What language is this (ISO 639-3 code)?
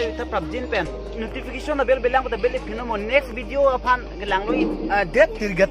mjw